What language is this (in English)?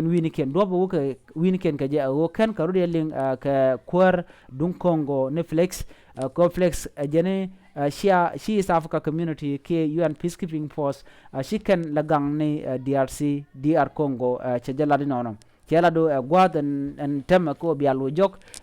Nuer